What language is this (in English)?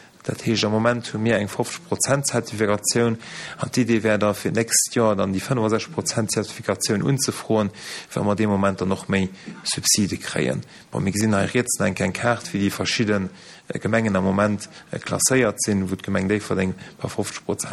Luxembourgish